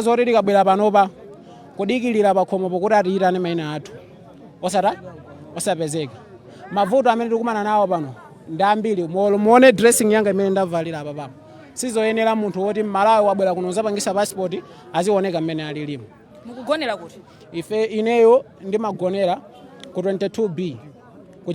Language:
Nyanja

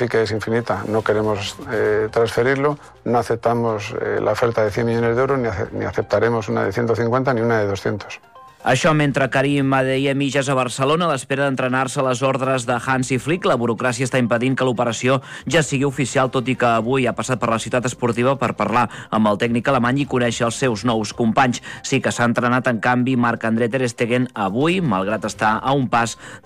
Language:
Catalan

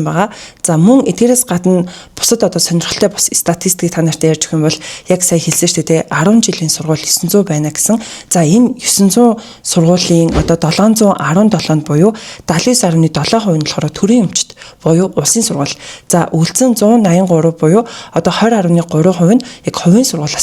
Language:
Mongolian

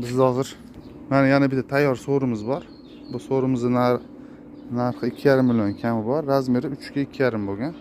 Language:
Uzbek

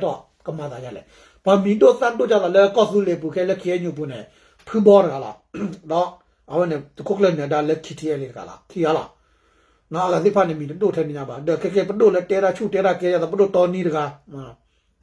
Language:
S'gaw Karen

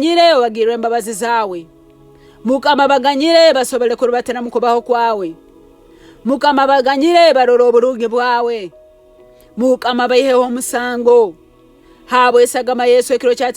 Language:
Nyankole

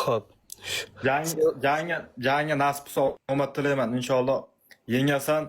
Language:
Uzbek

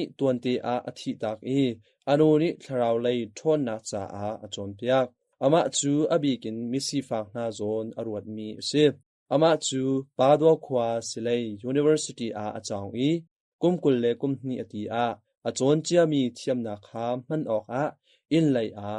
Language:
Hakha Chin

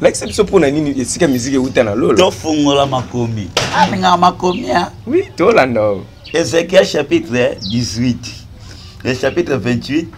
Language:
Lingala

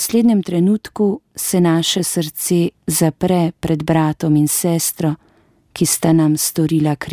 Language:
Slovenian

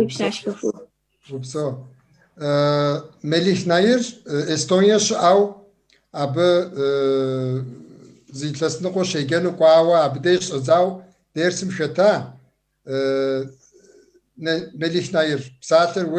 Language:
Kabardian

